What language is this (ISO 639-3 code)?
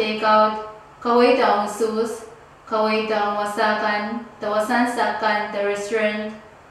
pon